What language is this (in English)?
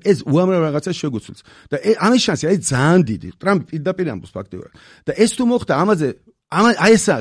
Georgian